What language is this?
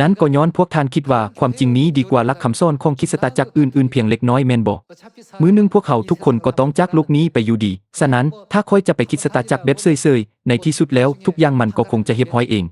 Lao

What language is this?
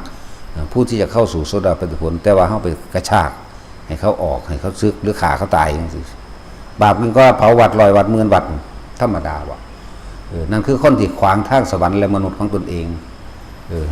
Northeastern Thai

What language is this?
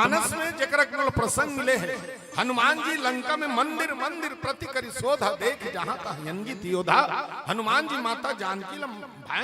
Chhattisgarhi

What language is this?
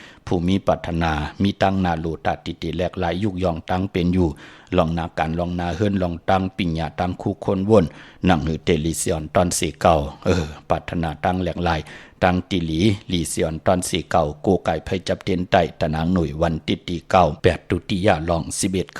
Shan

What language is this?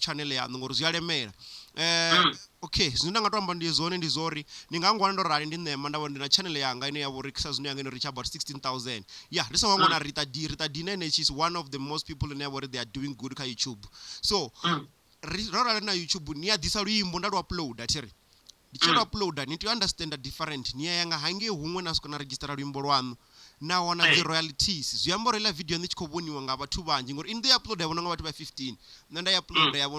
Venda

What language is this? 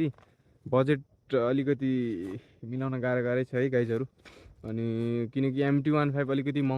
Nepali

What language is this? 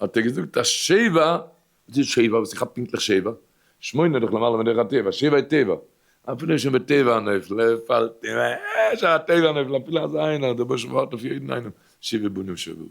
Yiddish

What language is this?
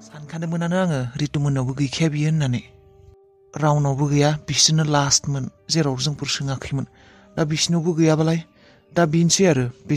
Bodo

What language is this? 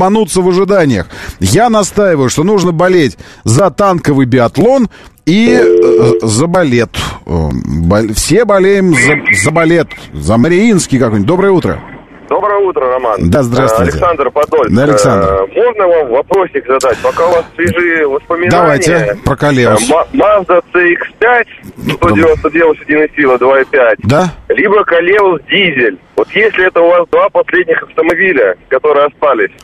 Russian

